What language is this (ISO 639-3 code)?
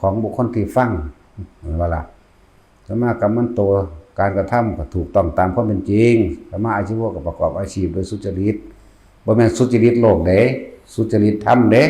tts